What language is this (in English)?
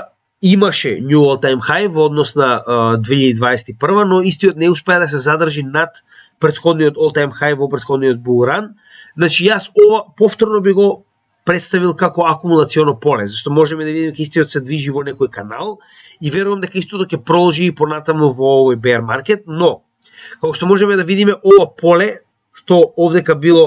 Macedonian